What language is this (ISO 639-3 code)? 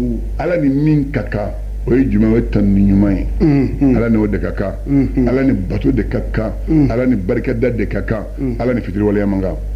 bam